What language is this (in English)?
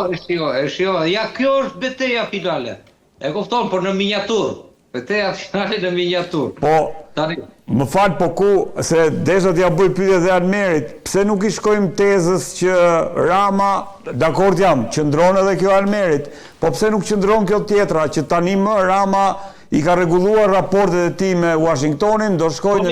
Albanian